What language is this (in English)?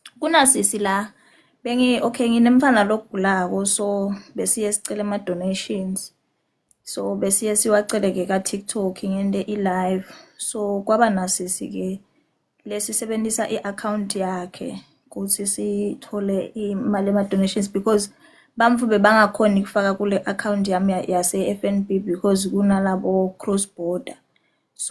Zulu